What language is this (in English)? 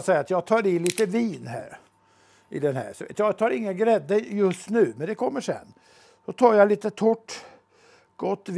Swedish